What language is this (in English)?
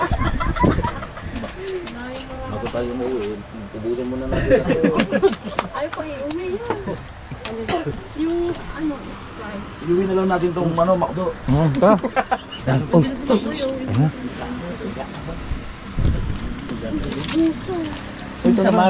Filipino